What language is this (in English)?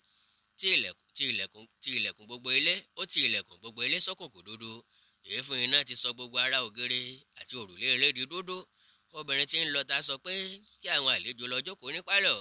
Yoruba